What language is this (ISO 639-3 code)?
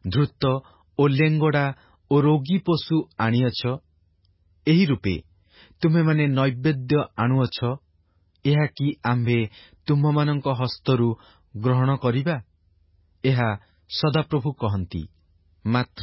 ori